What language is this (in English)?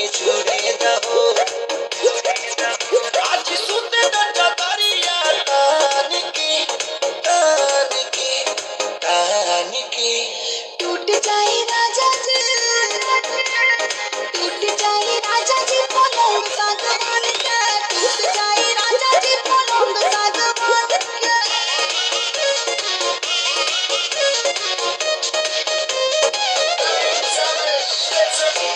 Bhojpuri